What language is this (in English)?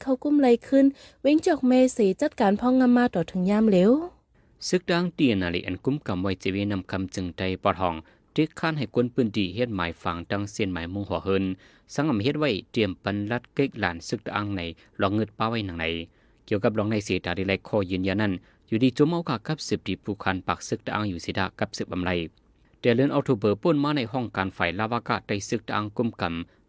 Shan